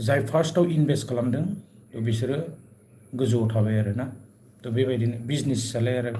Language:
Bodo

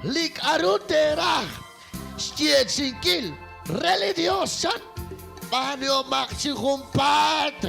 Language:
Kekchí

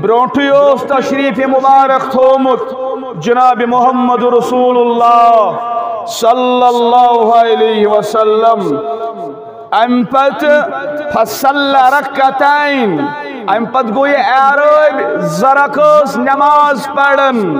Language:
Kashmiri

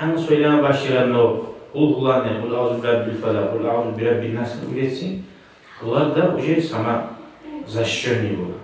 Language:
Kumyk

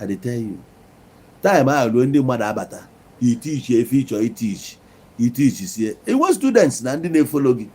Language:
Igbo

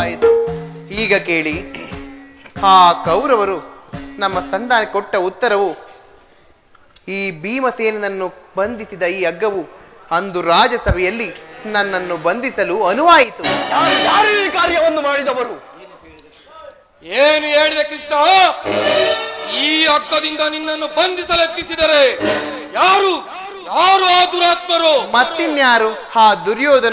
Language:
Kannada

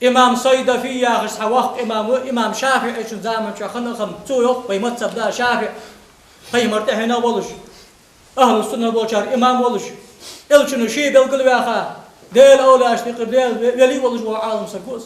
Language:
Ingush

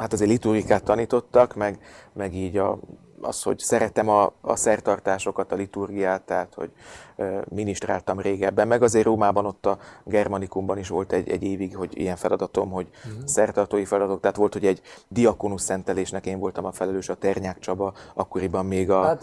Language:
Hungarian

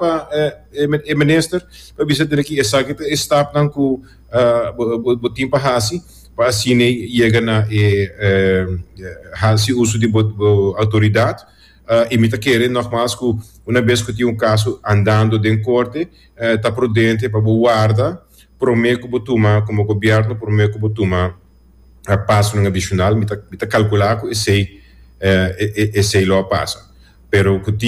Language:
Papiamento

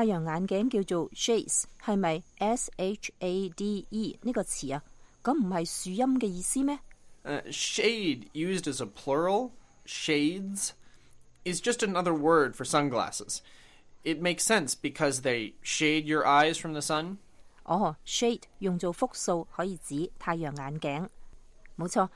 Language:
Cantonese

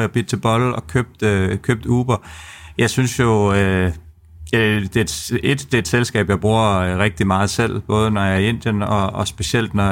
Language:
Danish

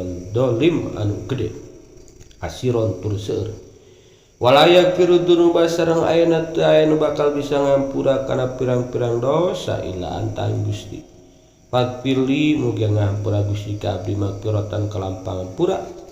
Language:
Sundanese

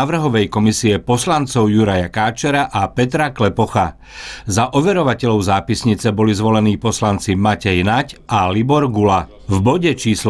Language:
Slovak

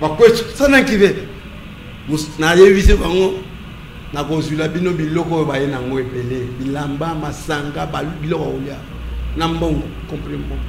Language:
Lingala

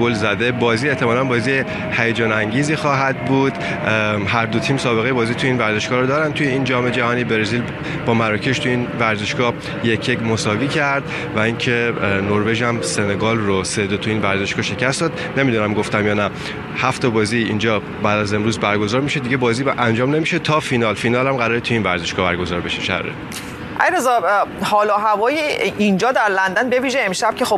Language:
Persian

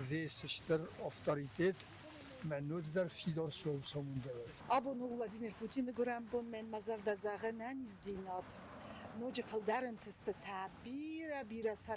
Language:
Ossetic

